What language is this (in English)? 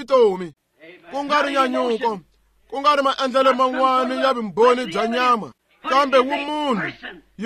Tsonga